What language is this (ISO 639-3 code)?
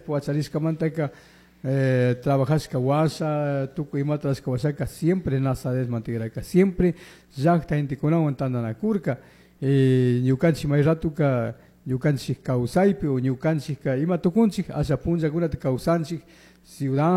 qug